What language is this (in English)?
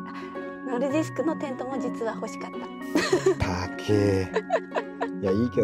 Japanese